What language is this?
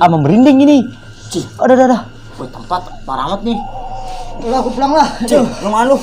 Betawi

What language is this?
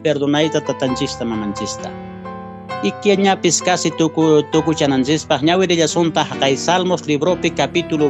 Quechua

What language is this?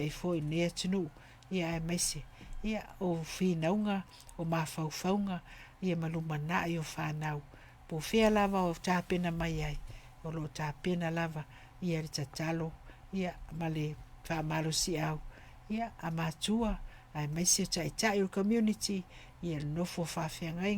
Samoan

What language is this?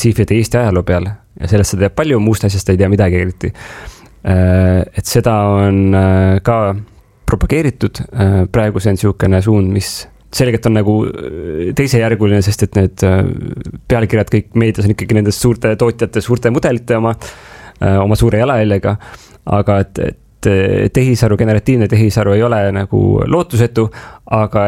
Estonian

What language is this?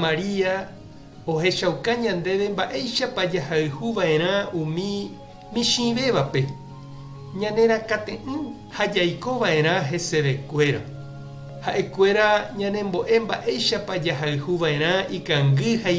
Guarani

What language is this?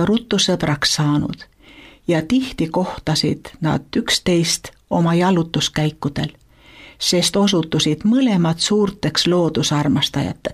Estonian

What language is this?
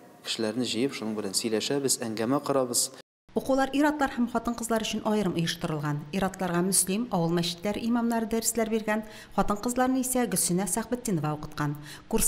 Tatar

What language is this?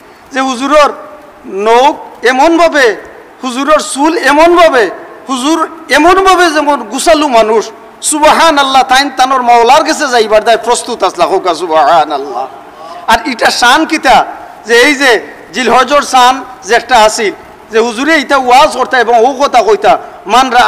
Sylheti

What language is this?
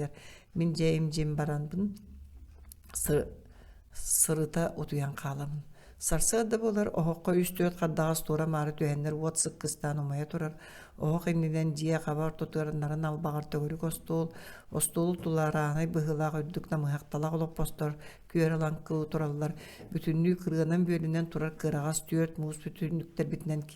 Yakut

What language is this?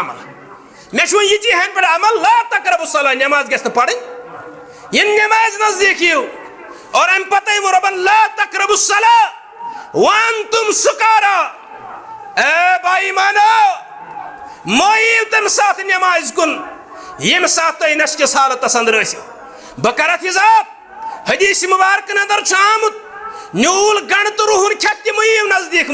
Kashmiri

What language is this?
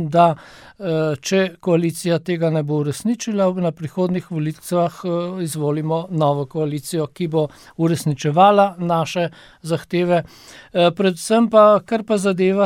Slovenian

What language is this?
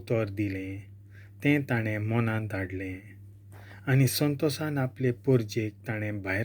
Konkani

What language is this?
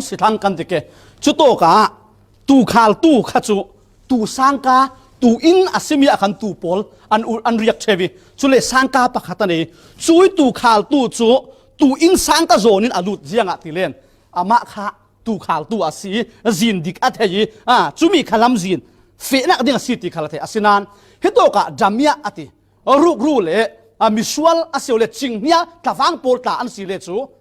Falam Chin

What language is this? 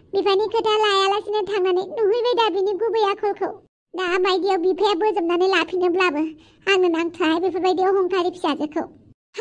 Bodo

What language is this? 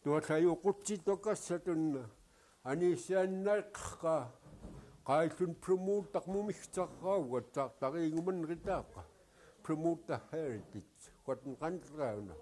Central Yupik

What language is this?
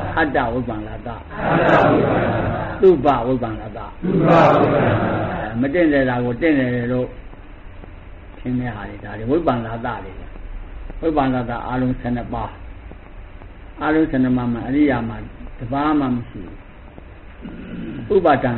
Burmese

